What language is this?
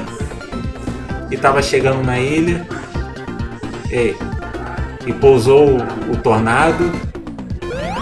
Portuguese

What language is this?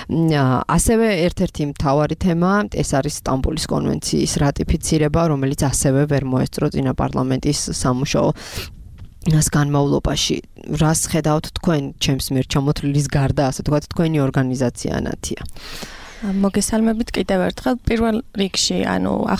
Georgian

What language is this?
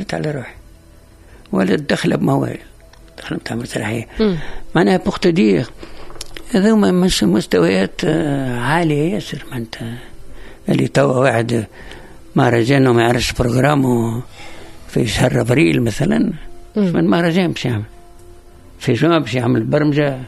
Tunisian Arabic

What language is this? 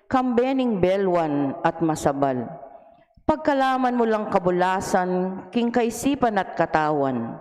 Pampanga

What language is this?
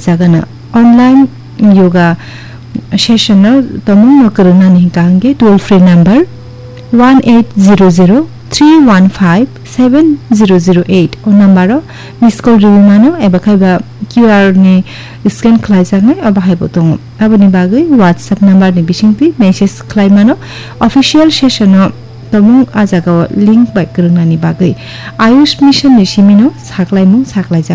Kok Borok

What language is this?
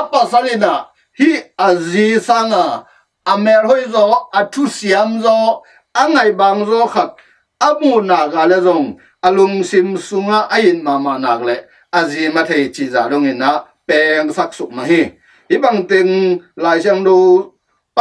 Tedim Chin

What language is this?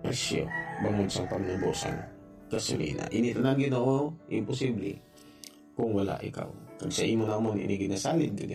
Hiligaynon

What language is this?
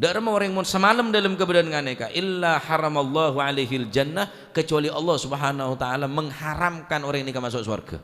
Madurese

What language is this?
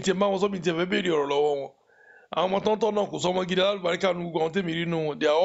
Yoruba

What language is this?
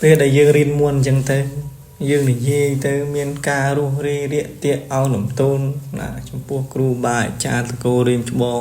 Khmer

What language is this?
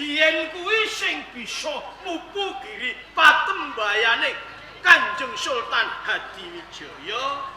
Javanese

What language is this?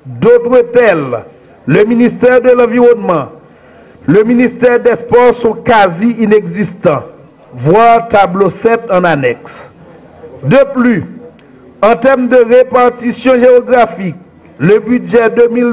French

